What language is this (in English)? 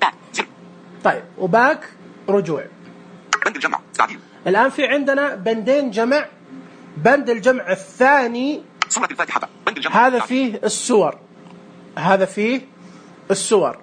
Najdi Arabic